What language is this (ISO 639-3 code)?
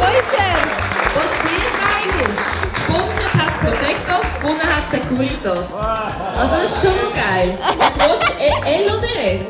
gsw